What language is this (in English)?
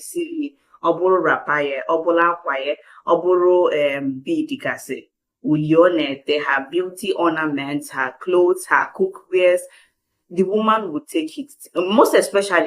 Igbo